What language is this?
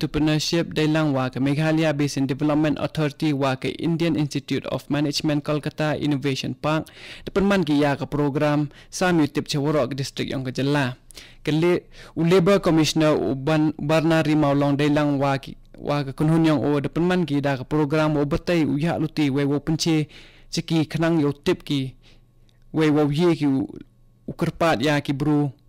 Khasi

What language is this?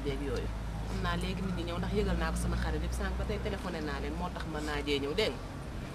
Wolof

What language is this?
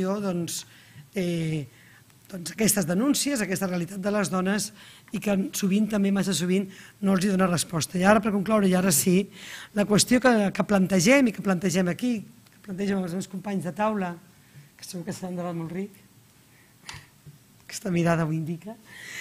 Catalan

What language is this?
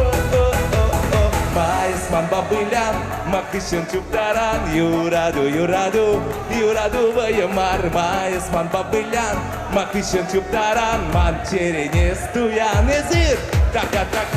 Chuvash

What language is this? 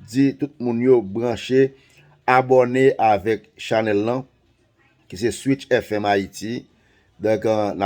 Haitian Creole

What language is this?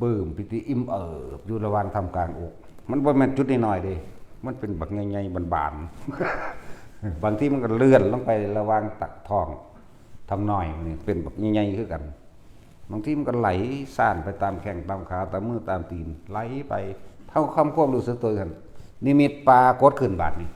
Northeastern Thai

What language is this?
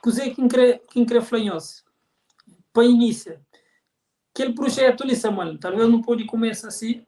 Kabuverdianu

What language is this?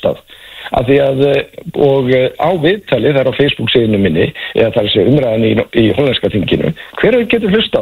Icelandic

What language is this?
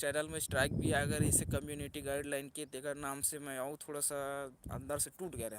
Chhattisgarhi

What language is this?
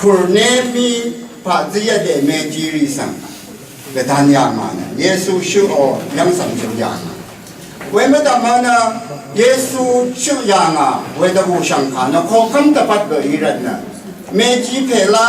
Rawang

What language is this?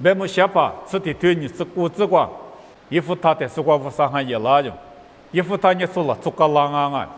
Lisu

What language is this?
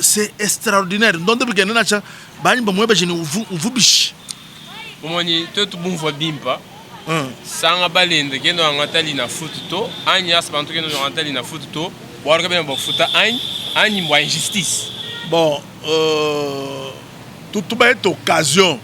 Luba-Lulua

